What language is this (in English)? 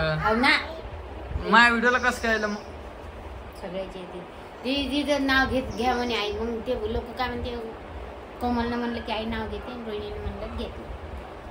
Marathi